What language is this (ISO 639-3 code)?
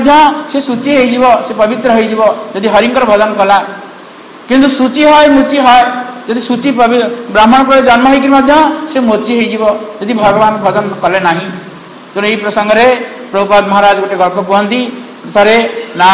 ori